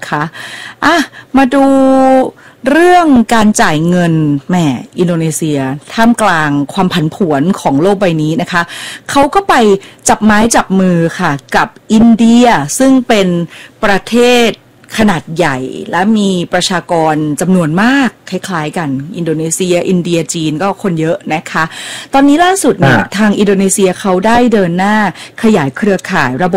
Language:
Thai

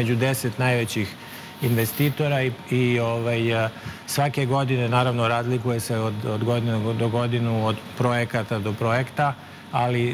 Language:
Serbian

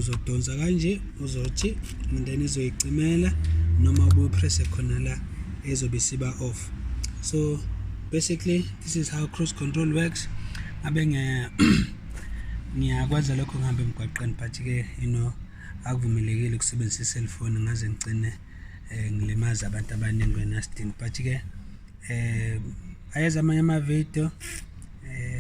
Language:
Zulu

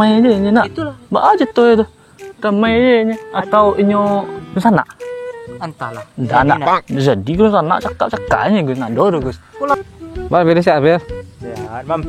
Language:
Minangkabau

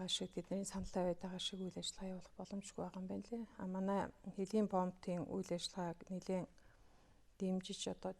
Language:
Mongolian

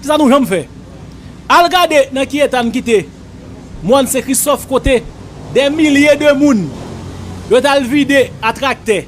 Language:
Haitian Creole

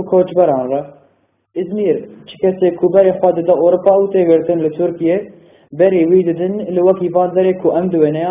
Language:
Kurdish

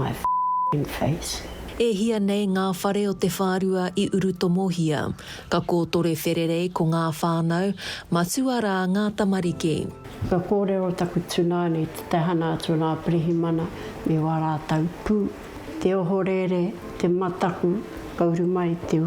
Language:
Māori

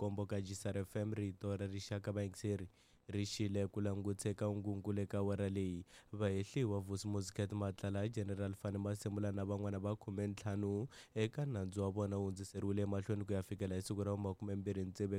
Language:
Tsonga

